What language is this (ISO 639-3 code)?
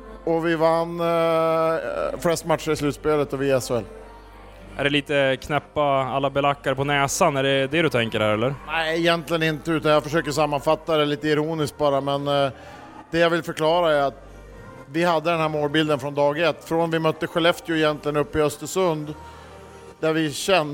swe